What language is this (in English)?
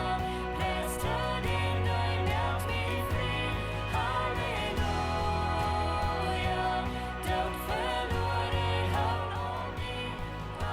Plautdietsch